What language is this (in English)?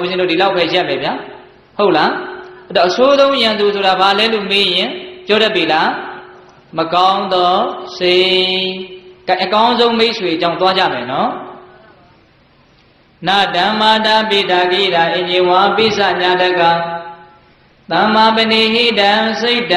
Burmese